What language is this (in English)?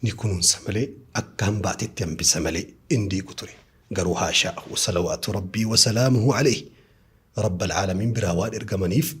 Oromo